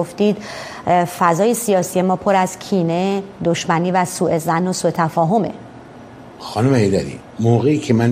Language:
Persian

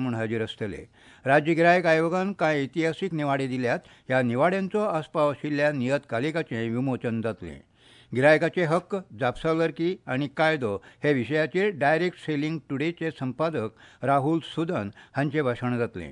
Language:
Konkani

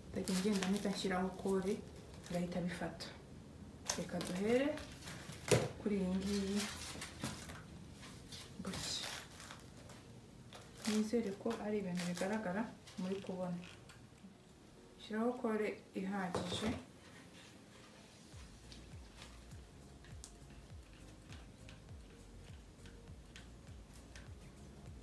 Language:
Kinyarwanda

